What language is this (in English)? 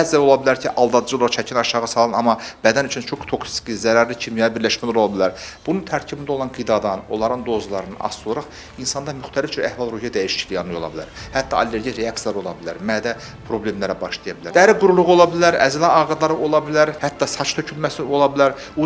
Azerbaijani